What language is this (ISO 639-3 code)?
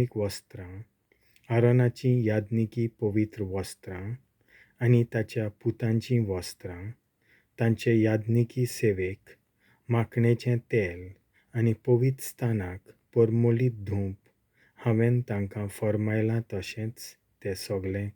kok